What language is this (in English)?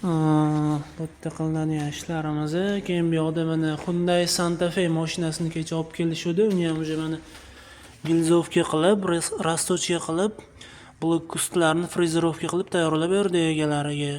Uzbek